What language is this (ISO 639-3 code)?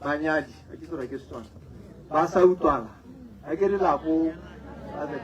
tsn